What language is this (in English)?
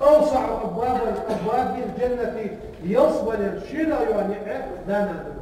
Ingush